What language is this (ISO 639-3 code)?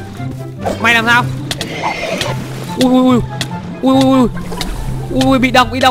vie